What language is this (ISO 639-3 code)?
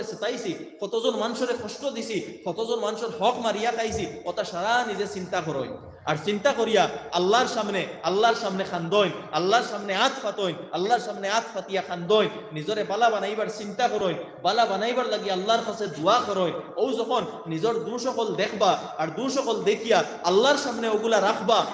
syl